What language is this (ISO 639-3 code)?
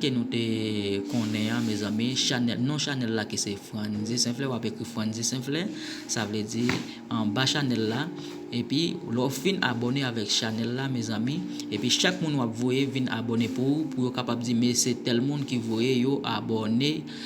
hat